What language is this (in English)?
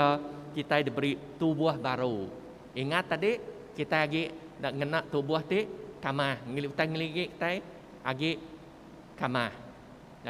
Iban